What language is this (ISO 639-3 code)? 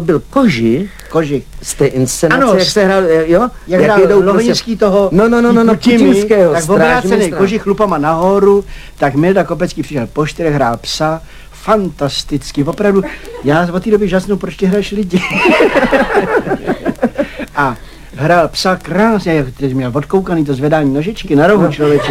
ces